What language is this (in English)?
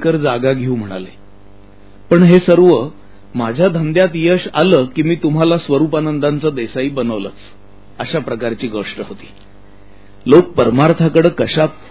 Marathi